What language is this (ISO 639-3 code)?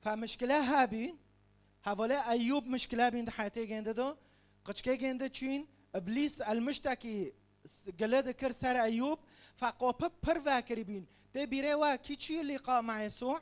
kur